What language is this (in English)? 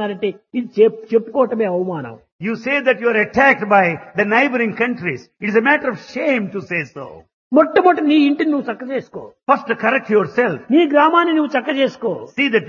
Telugu